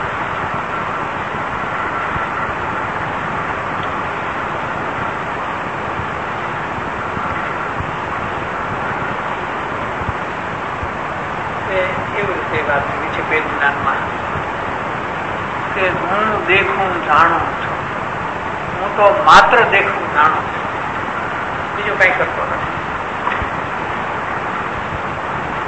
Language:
Gujarati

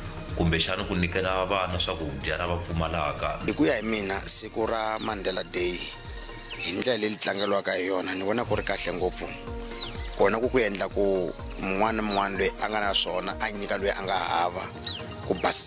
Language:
Tsonga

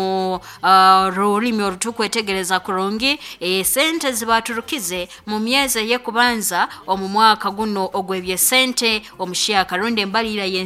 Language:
Nyankole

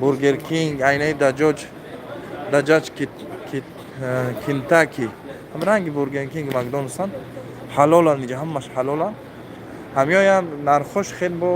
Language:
Tajik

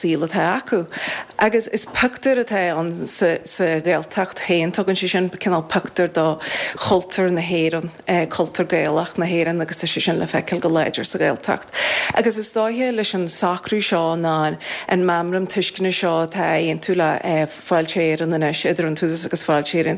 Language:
Irish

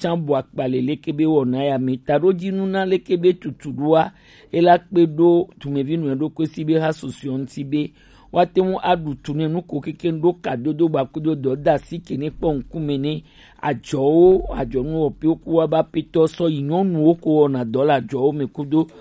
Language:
Gen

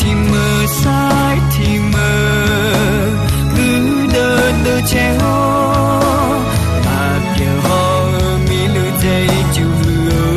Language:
Akha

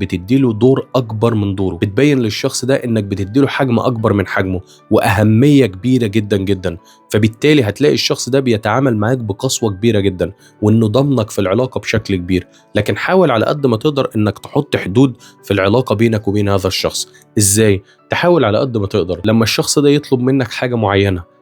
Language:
Egyptian Arabic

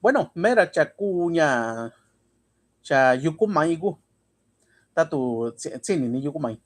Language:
Mixtepec Mixtec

